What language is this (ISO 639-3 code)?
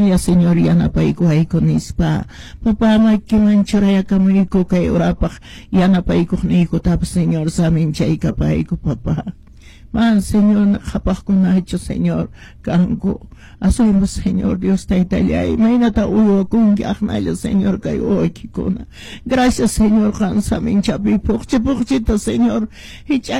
que